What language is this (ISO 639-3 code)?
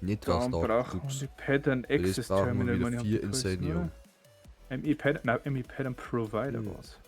bar